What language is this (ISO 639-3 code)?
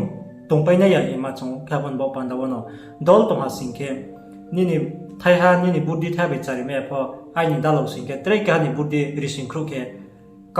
ria